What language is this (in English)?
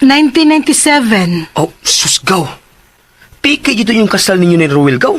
Cebuano